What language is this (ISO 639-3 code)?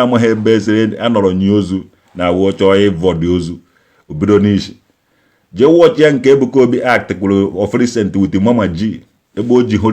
ibo